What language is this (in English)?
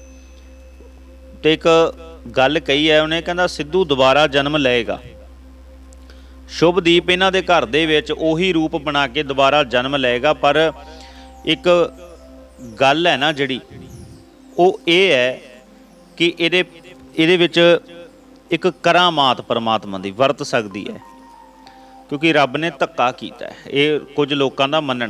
Punjabi